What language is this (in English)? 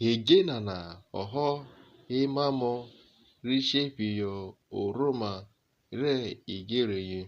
Urhobo